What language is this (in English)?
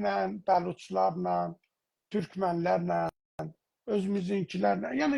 South Azerbaijani